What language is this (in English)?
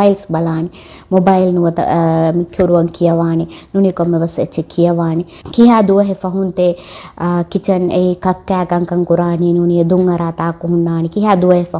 Divehi